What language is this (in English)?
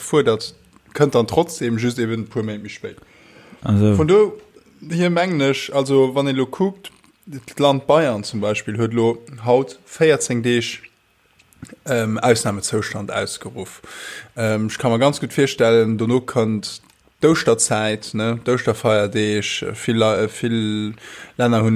Luxembourgish